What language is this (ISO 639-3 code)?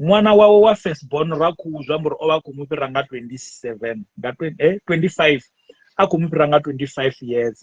ven